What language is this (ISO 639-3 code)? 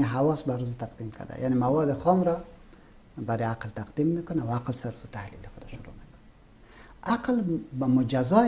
fas